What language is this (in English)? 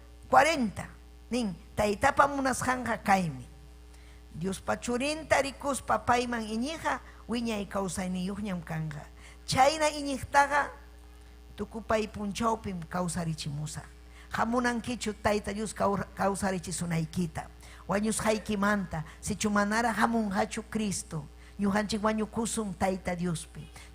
Ayacucho Quechua